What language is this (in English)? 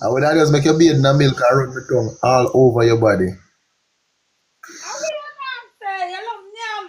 Jamaican Creole English